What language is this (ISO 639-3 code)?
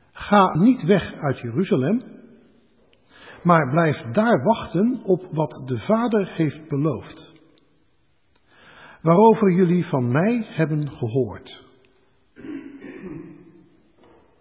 nld